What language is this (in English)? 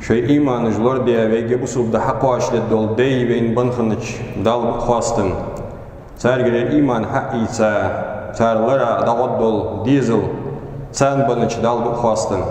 Ingush